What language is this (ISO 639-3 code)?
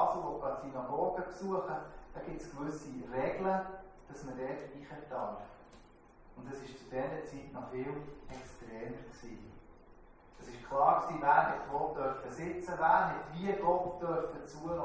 gsw